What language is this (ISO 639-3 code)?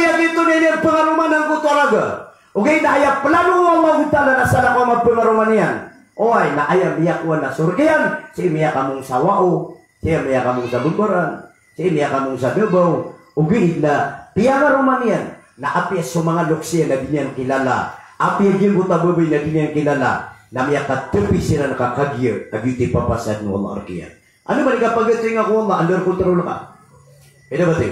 mrw